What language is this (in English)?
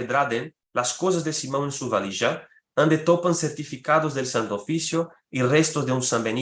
Ladino